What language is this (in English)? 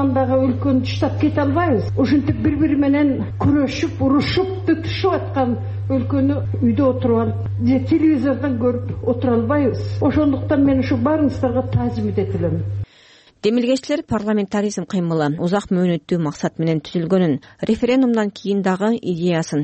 Kyrgyz